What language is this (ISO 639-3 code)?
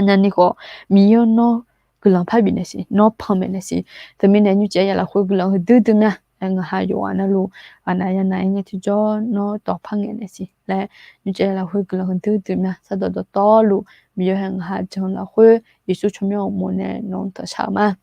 ahk